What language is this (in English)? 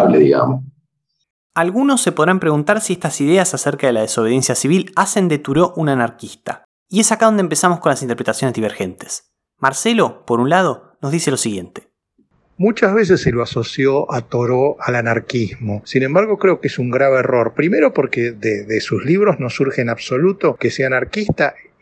Spanish